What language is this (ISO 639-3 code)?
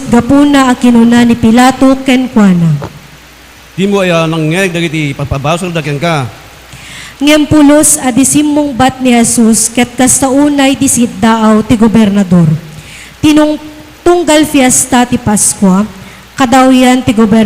ilo